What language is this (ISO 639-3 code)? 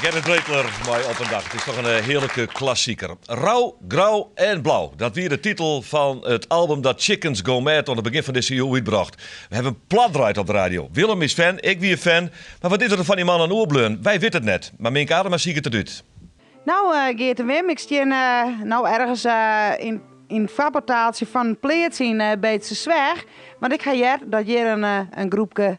fry